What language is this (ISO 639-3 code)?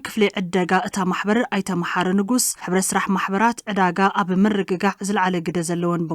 tir